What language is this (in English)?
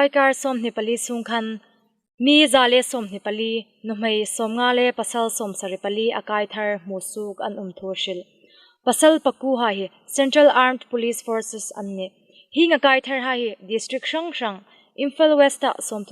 Hmar